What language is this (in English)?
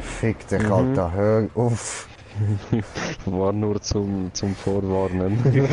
Swiss German